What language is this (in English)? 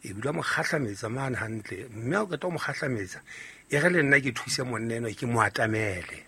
Southern Sotho